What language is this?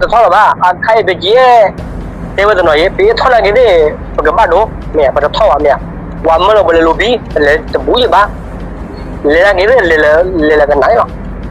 S'gaw Karen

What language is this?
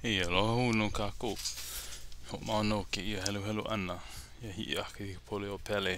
Hawaiian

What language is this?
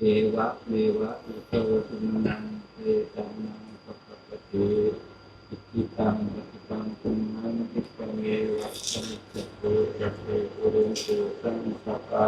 Northeastern Thai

